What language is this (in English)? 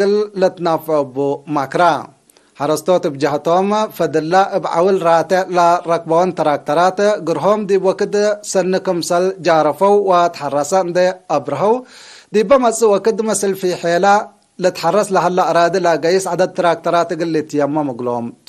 Tigre